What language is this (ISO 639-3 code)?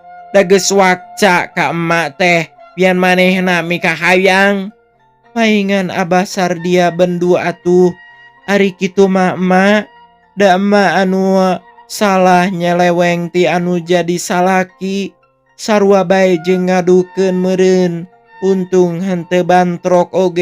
sun